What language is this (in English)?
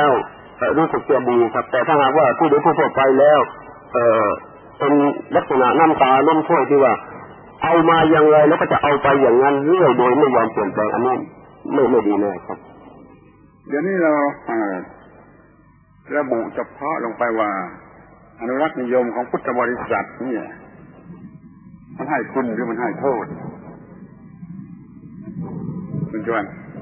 Thai